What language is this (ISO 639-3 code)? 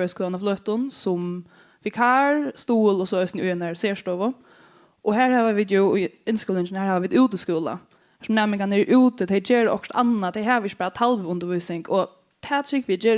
fao